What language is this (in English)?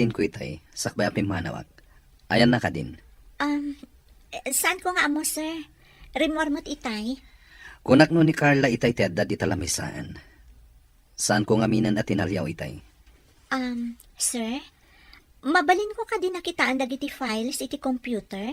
Iloko